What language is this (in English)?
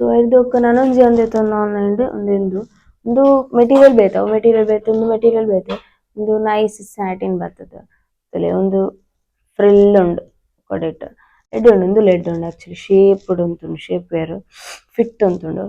Tulu